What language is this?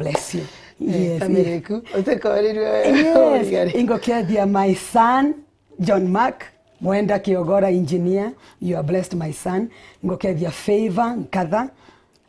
Meru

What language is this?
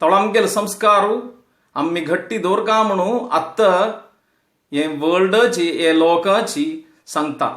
Konkani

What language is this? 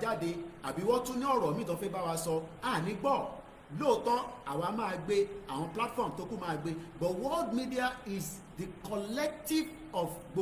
Yoruba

